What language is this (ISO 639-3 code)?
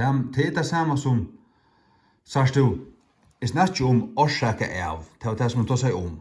fao